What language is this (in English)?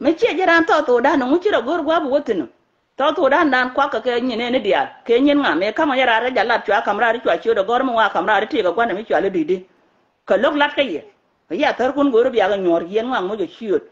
Nuer